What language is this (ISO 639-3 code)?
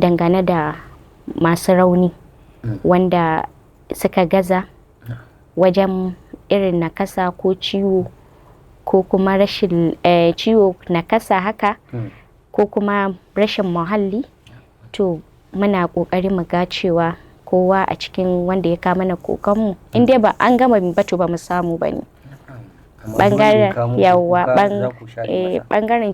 hau